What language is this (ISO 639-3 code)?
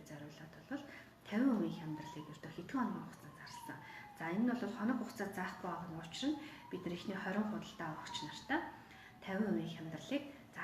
mon